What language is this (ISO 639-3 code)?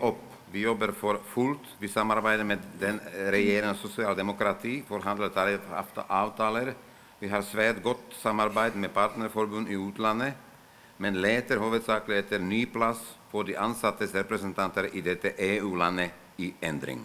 nor